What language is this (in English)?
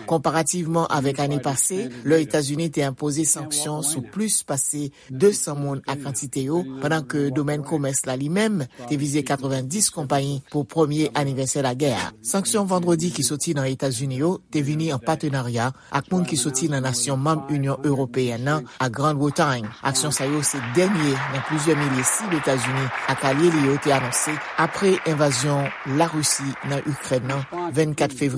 Haitian Creole